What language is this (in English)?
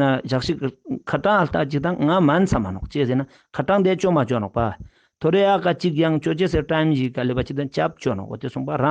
Ladakhi